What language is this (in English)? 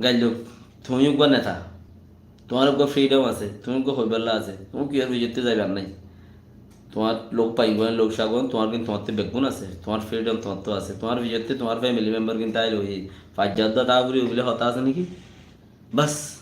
Rohingya